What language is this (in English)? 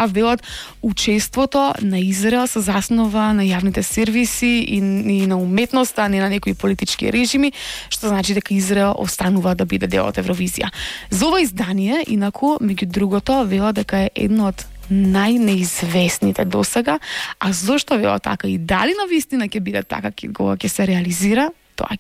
Macedonian